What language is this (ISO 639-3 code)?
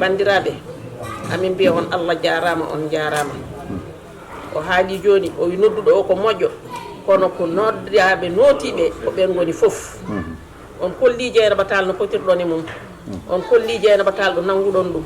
ful